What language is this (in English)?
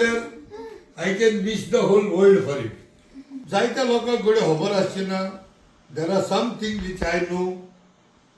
Konkani